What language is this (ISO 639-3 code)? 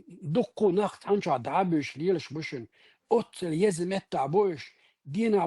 che